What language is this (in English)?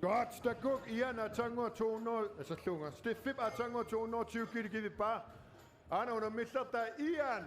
Kalaallisut